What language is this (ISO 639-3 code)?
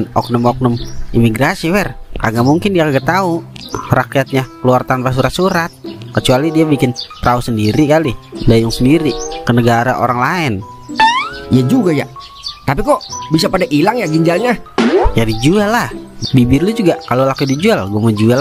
bew